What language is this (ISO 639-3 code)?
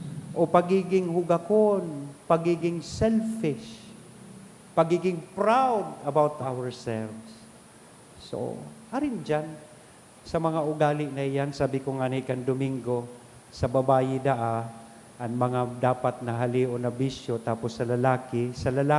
bik